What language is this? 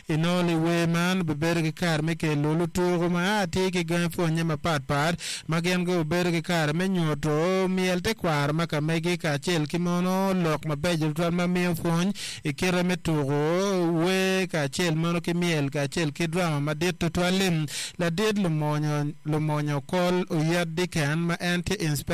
Acoli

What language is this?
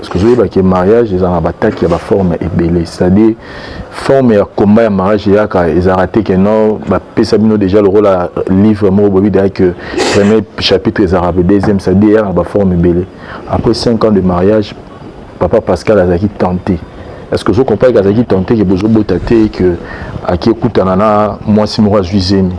Lingala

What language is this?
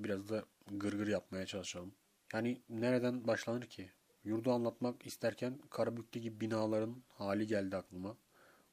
Turkish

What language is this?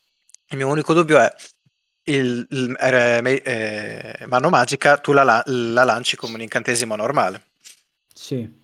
Italian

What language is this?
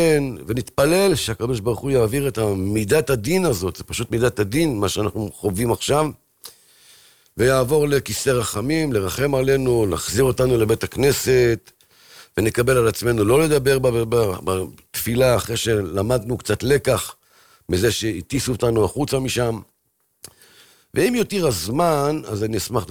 Hebrew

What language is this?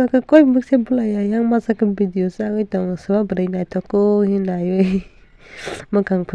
Kok Borok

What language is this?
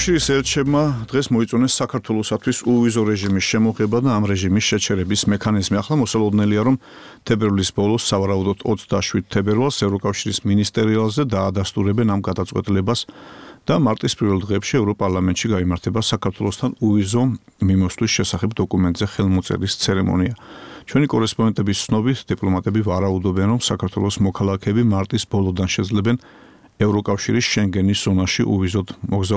Georgian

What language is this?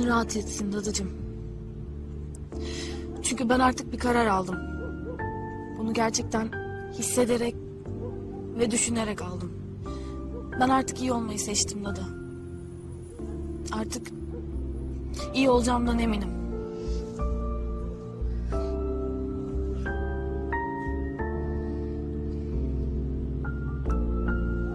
Turkish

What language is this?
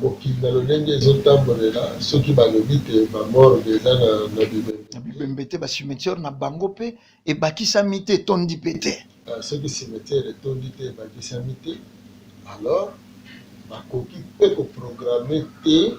Lingala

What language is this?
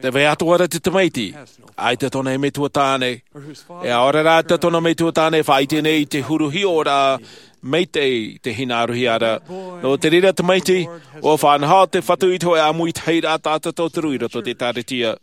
Tahitian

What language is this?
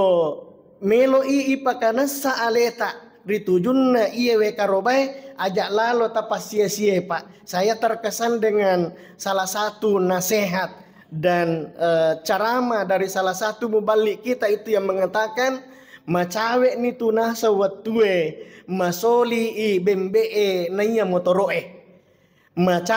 Buginese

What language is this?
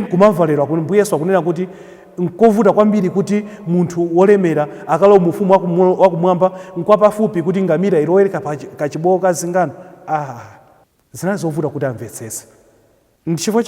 Nyanja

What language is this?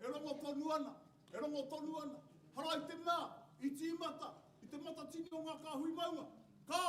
Māori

